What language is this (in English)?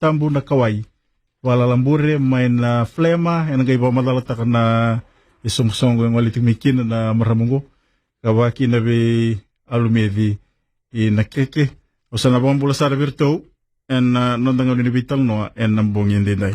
Fijian